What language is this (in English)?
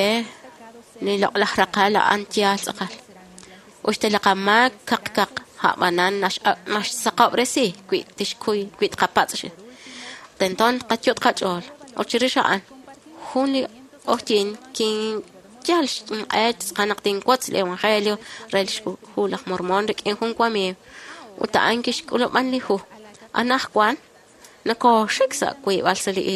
Kekchí